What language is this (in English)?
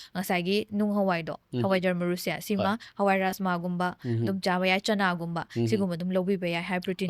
Manipuri